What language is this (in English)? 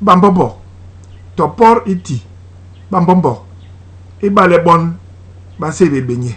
Basaa